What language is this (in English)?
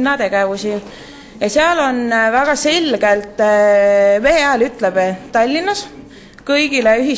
Estonian